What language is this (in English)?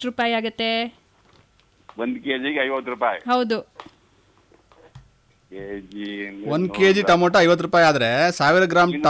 Kannada